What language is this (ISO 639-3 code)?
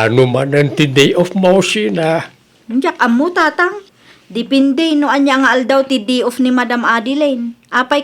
ilo